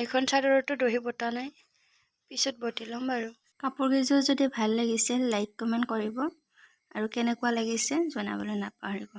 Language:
Assamese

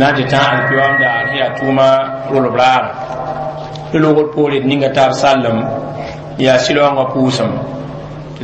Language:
Mossi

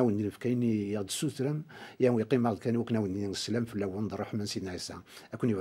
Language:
Kabyle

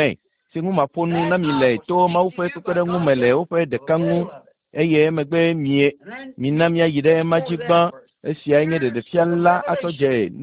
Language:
Ewe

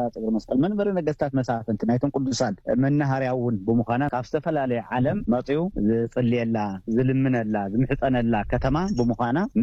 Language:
Tigrinya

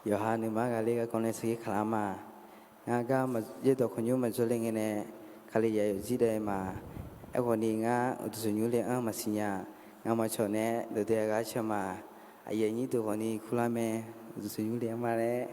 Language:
Akha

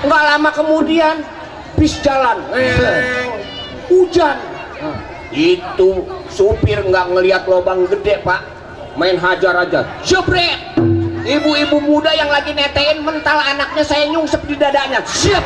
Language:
Betawi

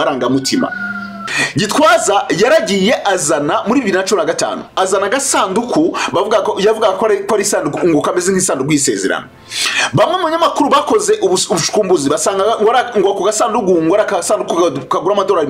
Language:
Kinyarwanda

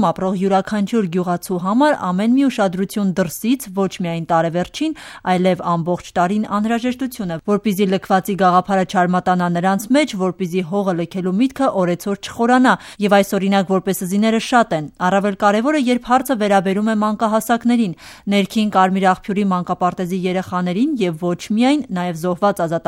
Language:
Armenian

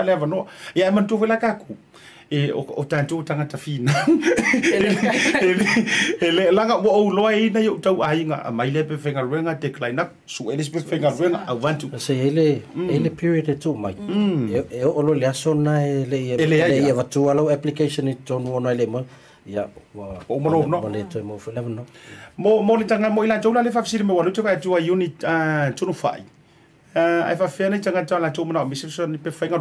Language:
Samoan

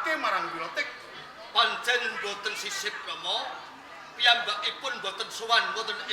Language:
Javanese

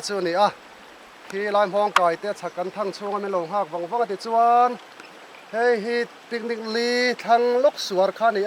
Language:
Mizo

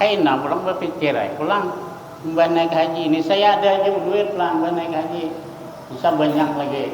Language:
Banjar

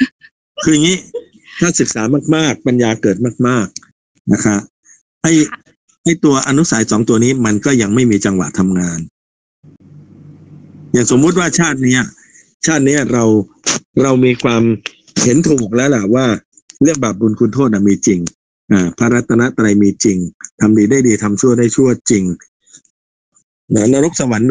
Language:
Thai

